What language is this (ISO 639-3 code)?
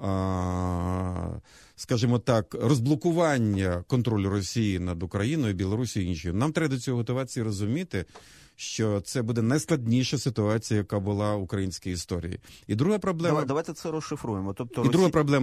ukr